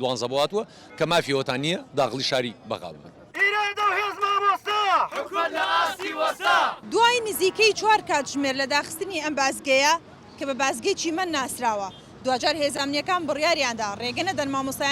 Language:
Central Kurdish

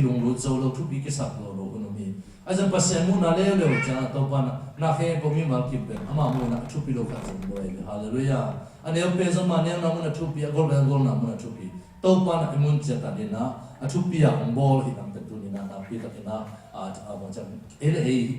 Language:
Tedim Chin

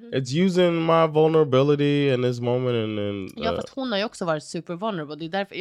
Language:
Swedish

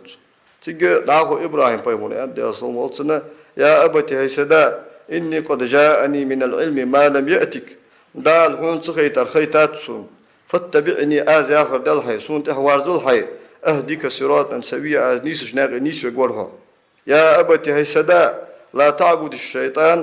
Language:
Ingush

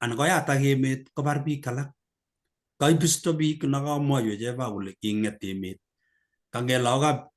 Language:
Kalenjin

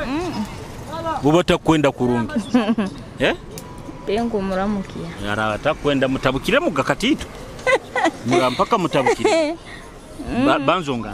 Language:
Nyoro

